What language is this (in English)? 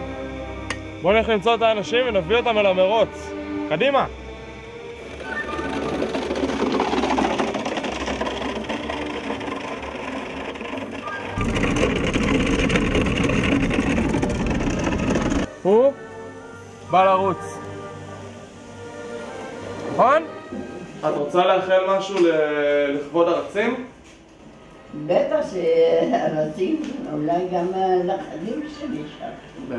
Hebrew